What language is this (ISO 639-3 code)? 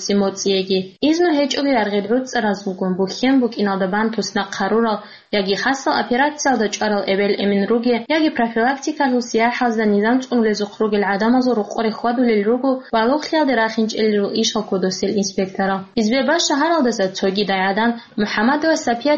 ava